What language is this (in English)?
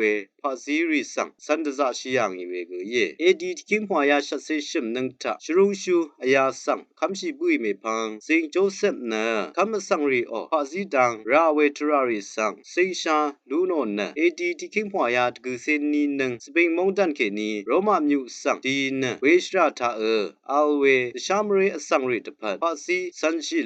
Rawang